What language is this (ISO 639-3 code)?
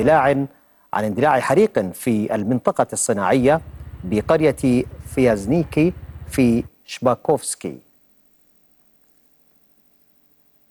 ara